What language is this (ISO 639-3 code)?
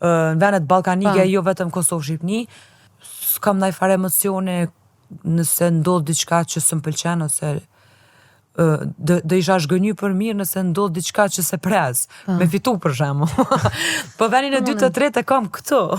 sqi